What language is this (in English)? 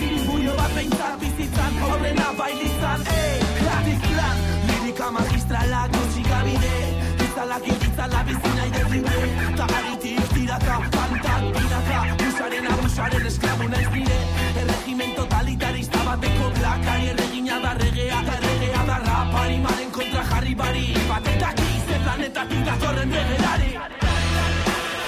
Basque